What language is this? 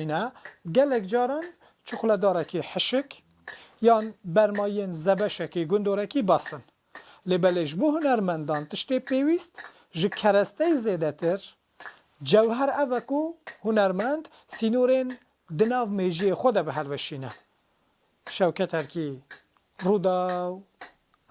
Kurdish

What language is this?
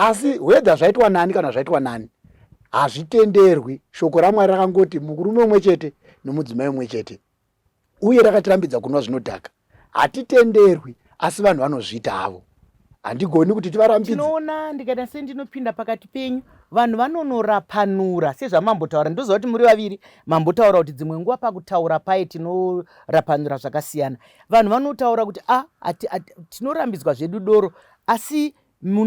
Shona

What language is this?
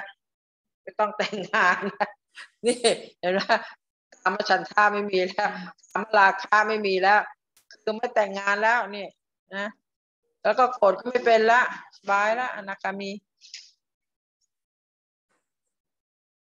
Thai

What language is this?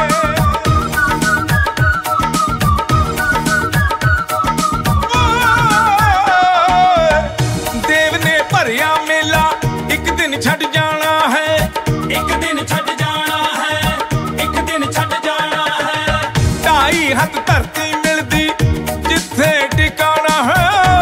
Punjabi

